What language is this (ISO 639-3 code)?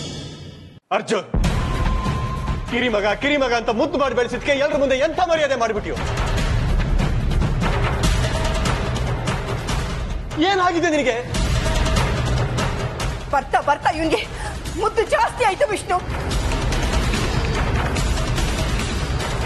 kan